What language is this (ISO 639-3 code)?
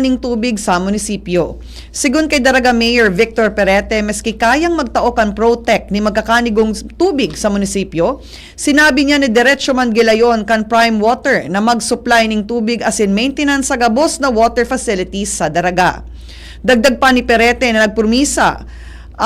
bik